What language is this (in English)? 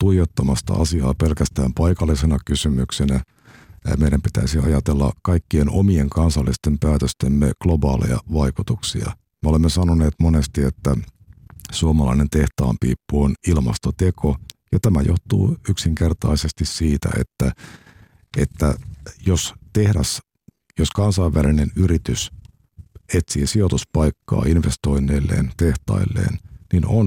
Finnish